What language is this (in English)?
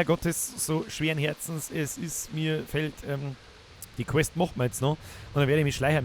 Bavarian